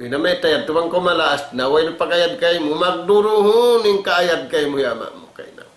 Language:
Tausug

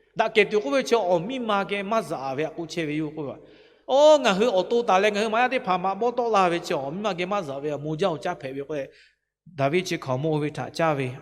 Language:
Lahu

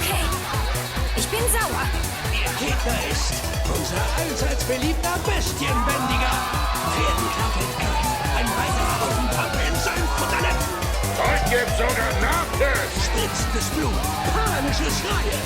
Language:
Swiss German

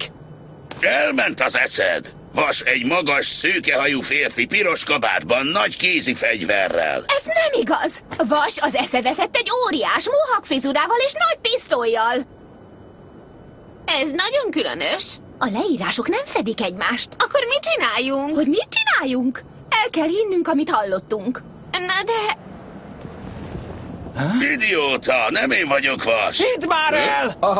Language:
Hungarian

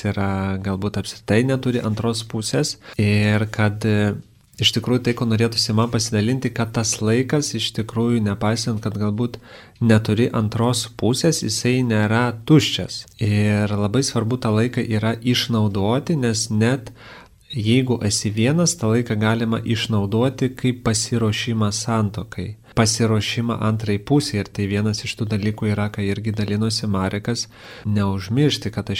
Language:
Lithuanian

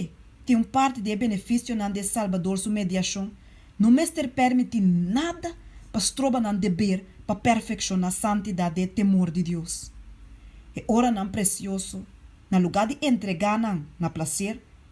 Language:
Papiamento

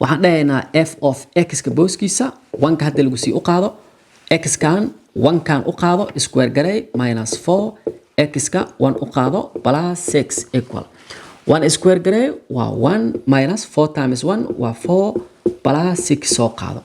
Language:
Somali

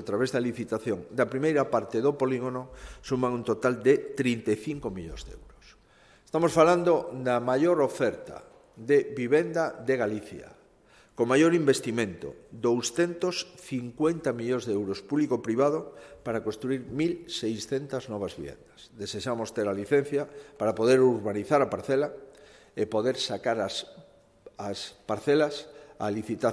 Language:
Galician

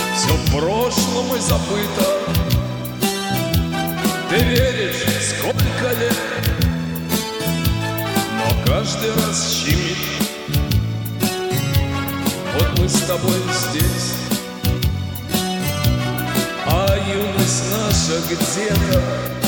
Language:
Russian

